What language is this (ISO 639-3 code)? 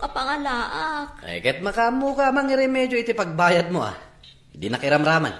ilo